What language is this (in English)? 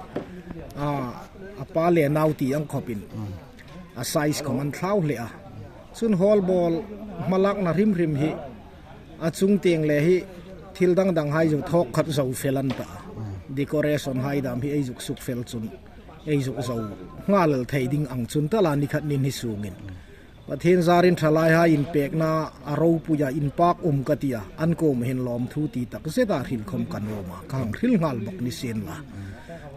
Hmar